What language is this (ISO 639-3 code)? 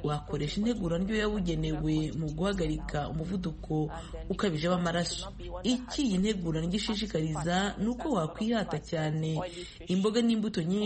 kin